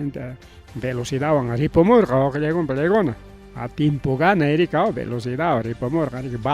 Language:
Ayacucho Quechua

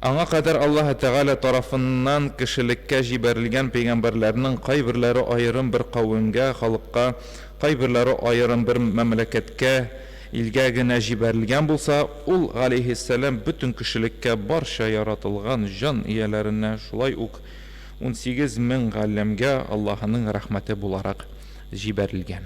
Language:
Tatar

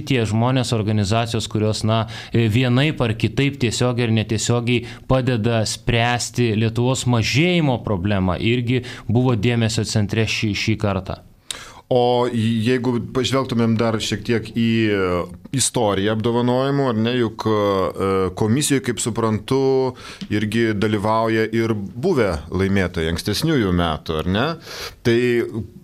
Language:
Lithuanian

